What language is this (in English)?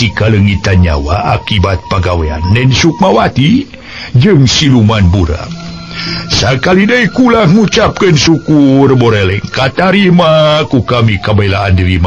Sundanese